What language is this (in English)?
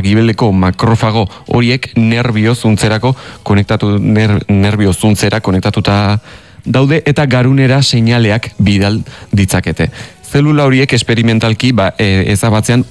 Basque